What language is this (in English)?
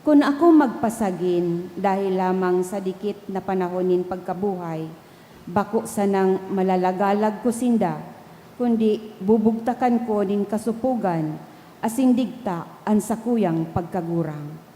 Bikol